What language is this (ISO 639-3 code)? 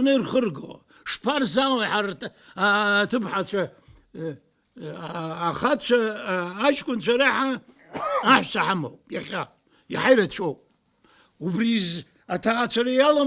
abk